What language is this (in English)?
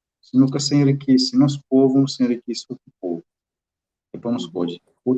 Kabuverdianu